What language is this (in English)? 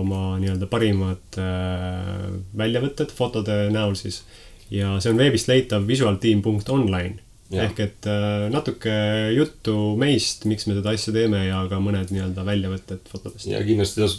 Estonian